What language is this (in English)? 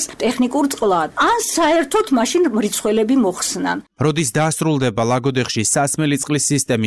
Georgian